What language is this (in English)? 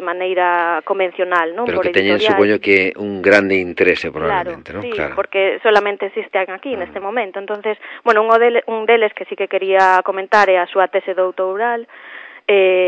Galician